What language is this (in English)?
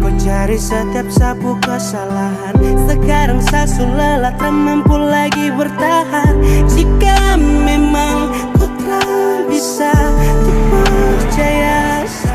Ambonese Malay